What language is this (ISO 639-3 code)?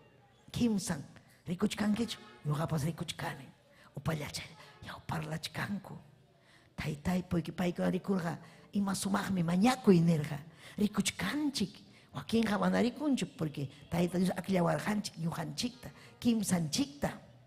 quy